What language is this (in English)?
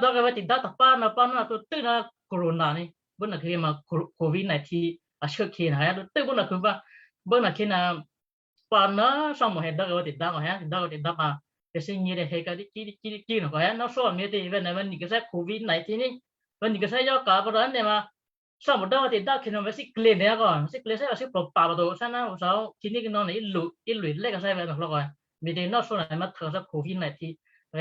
Western Kayah